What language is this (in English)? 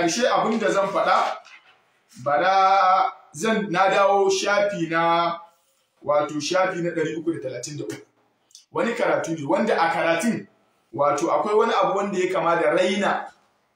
Hausa